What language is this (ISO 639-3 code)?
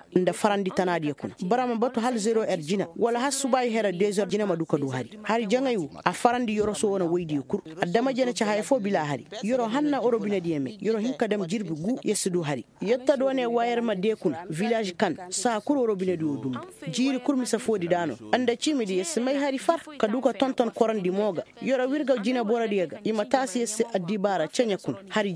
ses